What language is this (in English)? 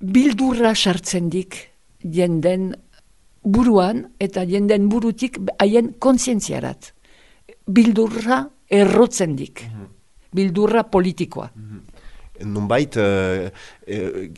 Basque